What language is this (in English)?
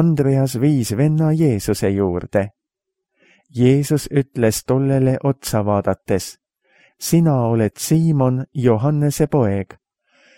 Estonian